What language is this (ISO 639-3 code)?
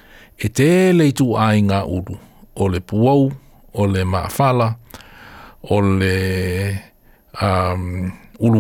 smo